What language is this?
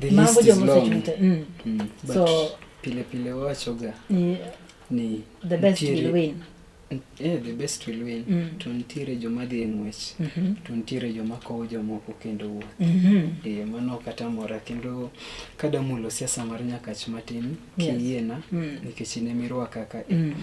Luo (Kenya and Tanzania)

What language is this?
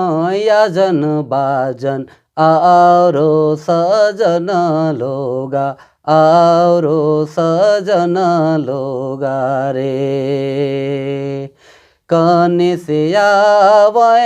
Sadri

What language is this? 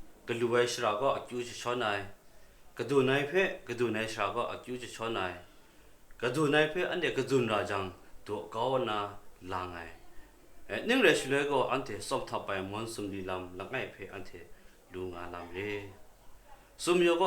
Kachin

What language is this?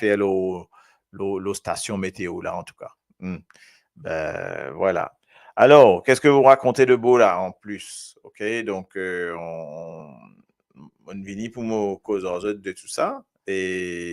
Morisyen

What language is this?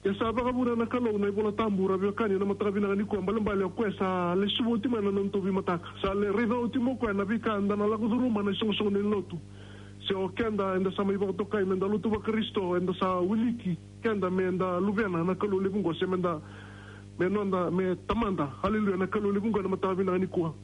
Fijian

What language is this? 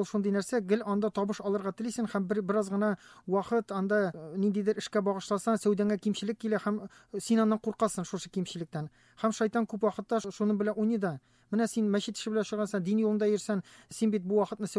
Tatar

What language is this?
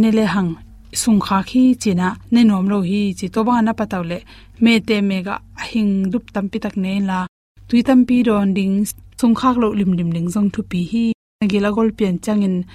Tedim Chin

